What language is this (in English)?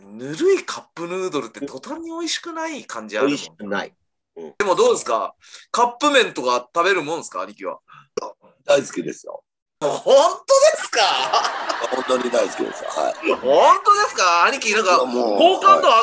Japanese